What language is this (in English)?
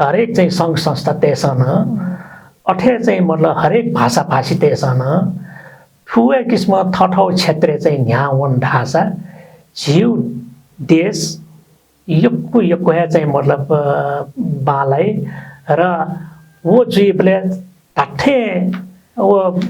Newari